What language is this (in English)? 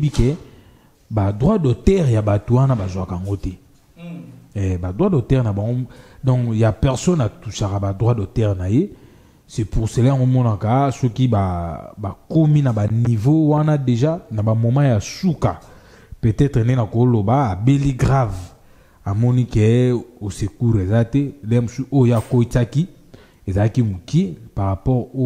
Lingala